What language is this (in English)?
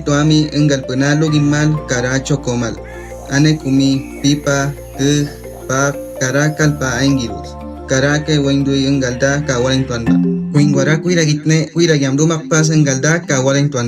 Awa-Cuaiquer